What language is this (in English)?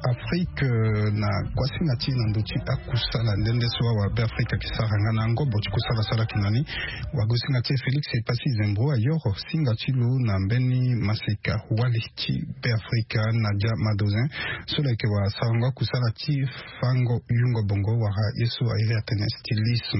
Sango